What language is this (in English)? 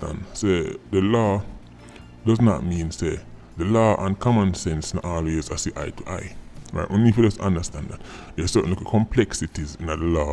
Jamaican Creole English